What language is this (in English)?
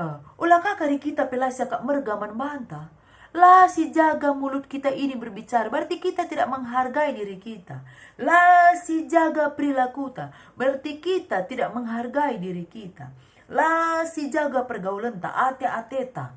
Batak Karo